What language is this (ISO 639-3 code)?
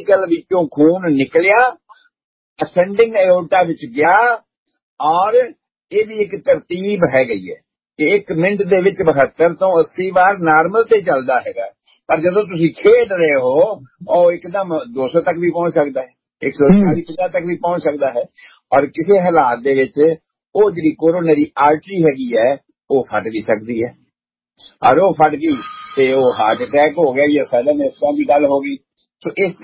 pan